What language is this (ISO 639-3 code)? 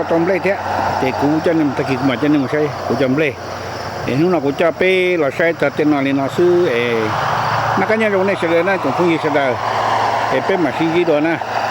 hmn